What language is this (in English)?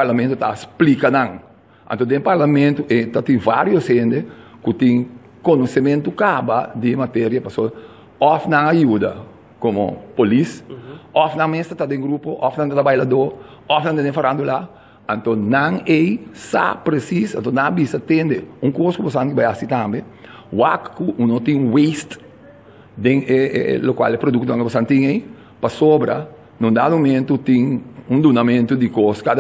Papiamento